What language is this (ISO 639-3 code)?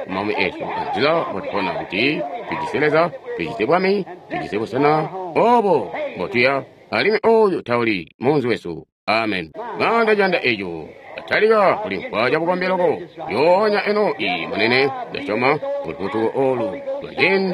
toi